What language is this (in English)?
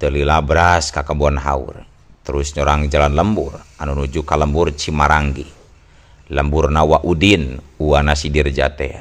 Sundanese